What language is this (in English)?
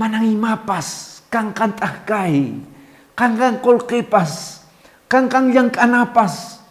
Quechua